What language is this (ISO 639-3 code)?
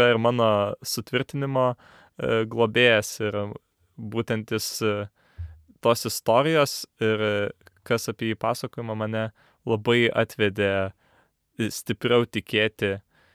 lit